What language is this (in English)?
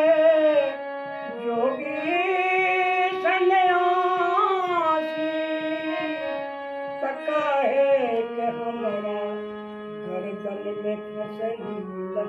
Bhojpuri